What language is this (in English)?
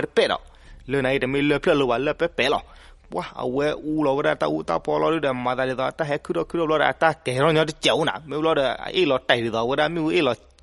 S'gaw Karen